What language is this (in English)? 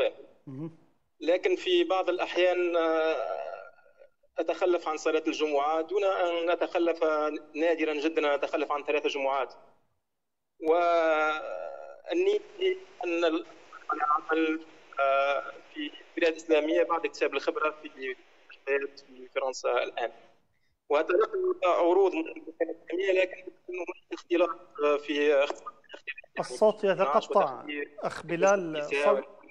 Arabic